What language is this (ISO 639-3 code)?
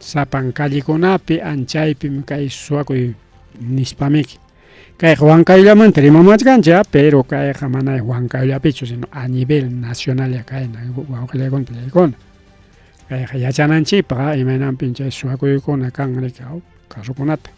quy